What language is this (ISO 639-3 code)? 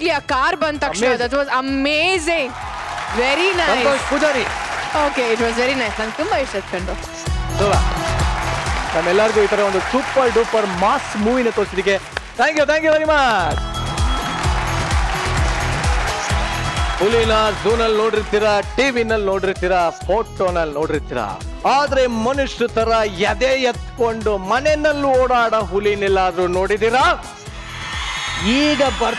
kan